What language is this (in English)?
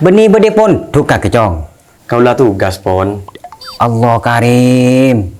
Madurese